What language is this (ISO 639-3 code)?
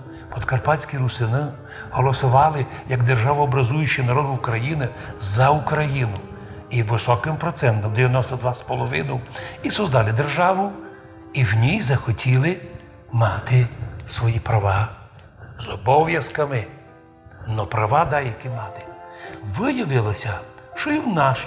rue